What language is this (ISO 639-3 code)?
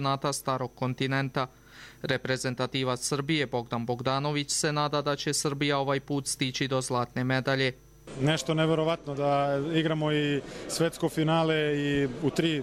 hrv